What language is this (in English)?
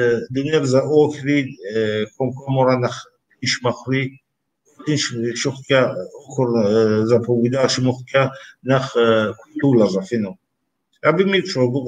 Kabardian